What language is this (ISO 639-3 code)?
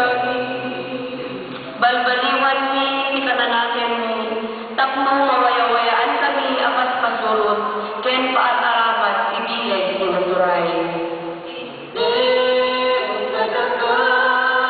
ilo